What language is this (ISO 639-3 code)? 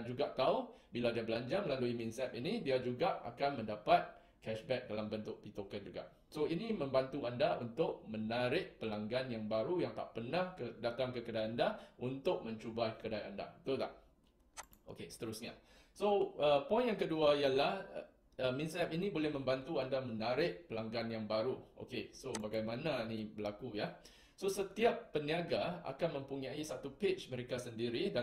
msa